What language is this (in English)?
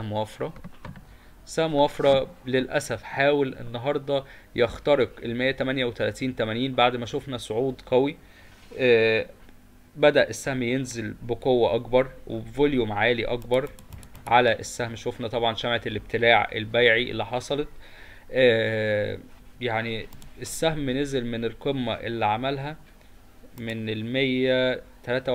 Egyptian Arabic